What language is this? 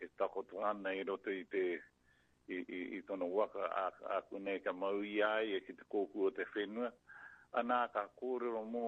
Māori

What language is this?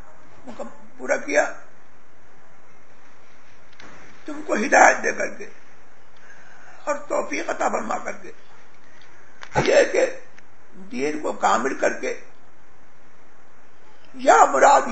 Urdu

